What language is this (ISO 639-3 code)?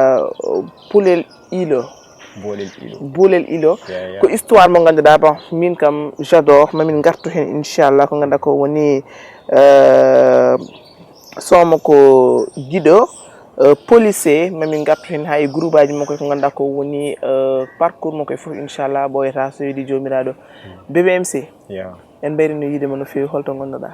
ful